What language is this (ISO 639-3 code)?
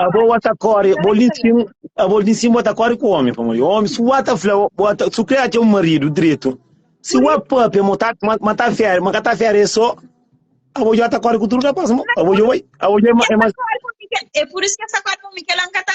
kea